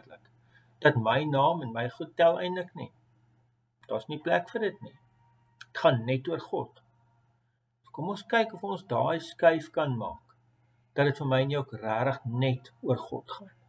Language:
Afrikaans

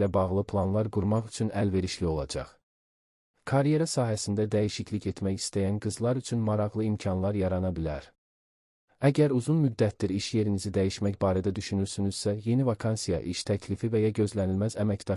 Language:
Azerbaijani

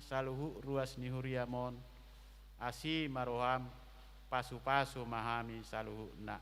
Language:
Batak Toba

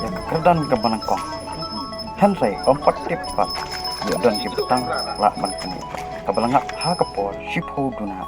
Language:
Khasi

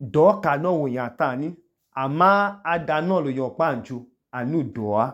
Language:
Idoma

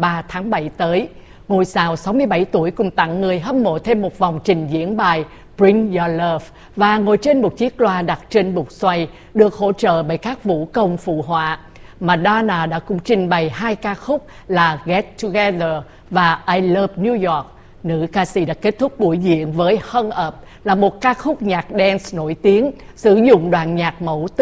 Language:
Vietnamese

